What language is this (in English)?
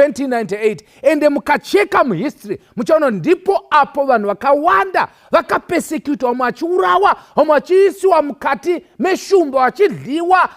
Shona